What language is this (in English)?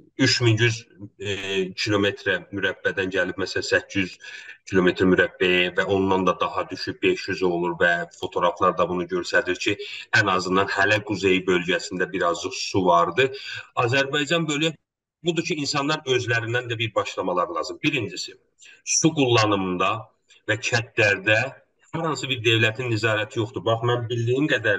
South Azerbaijani